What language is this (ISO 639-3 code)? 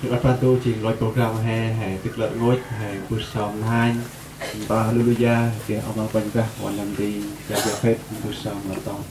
cmo